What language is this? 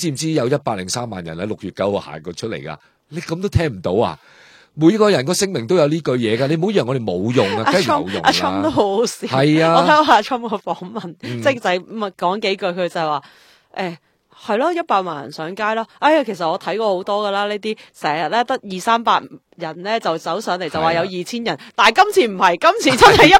Cantonese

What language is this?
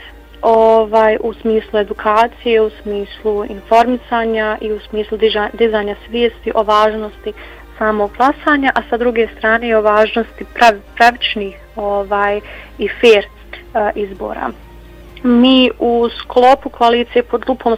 Bosnian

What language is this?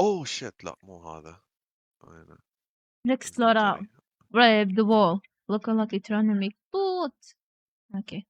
Mesopotamian Arabic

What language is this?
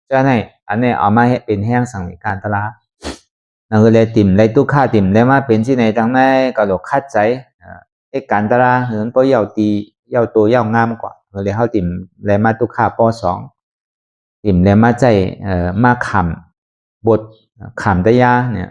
Shan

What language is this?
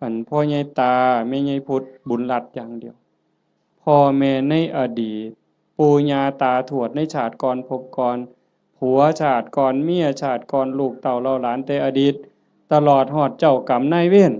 Northeastern Thai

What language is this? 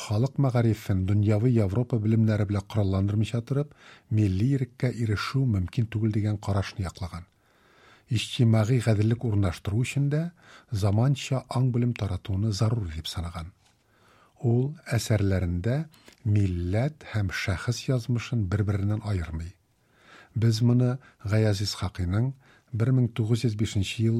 Tatar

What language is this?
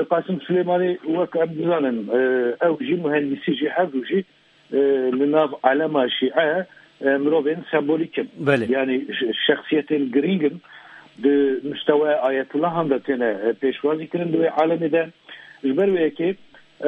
Kurdish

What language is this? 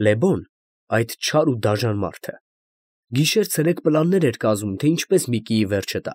Armenian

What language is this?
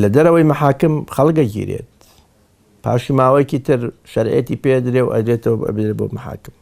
Central Kurdish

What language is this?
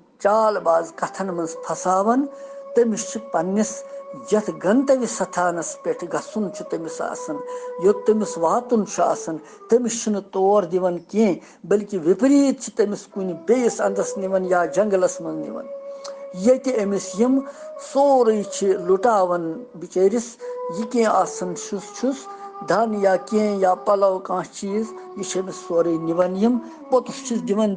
Kashmiri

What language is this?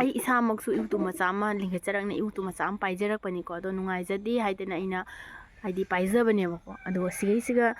Manipuri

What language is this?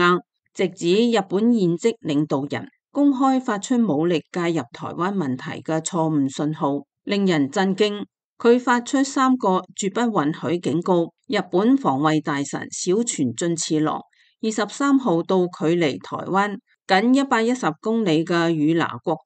Cantonese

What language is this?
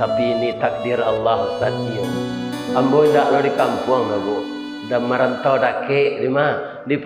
Minangkabau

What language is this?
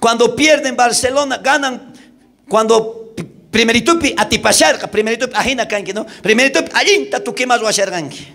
South Bolivian Quechua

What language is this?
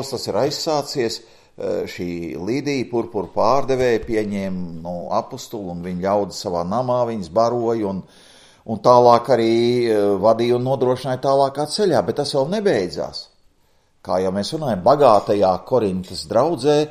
Latvian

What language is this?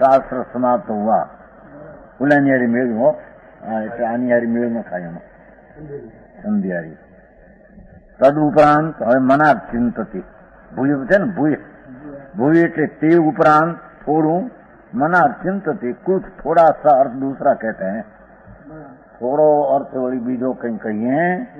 Gujarati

